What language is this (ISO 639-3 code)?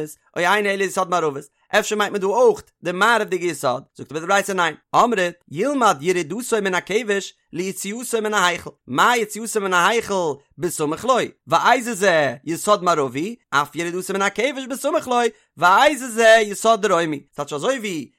yid